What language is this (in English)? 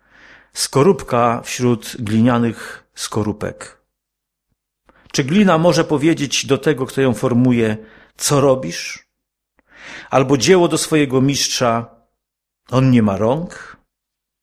Polish